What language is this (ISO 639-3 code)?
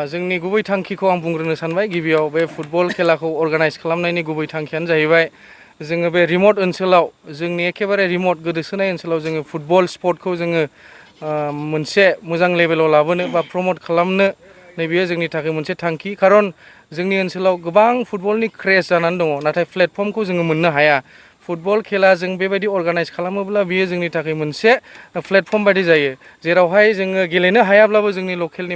brx